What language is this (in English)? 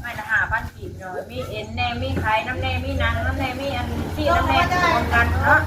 Northeastern Thai